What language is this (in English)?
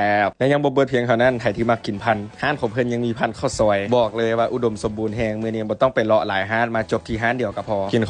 Lao